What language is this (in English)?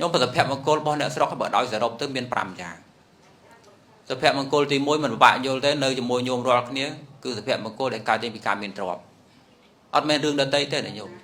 Khmer